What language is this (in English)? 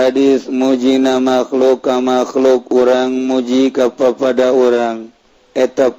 Sundanese